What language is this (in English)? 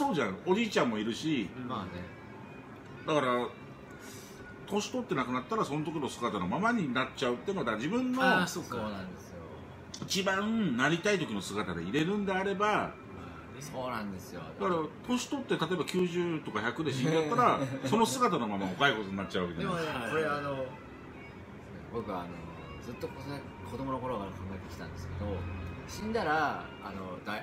Japanese